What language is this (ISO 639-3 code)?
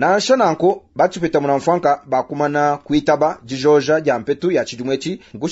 lua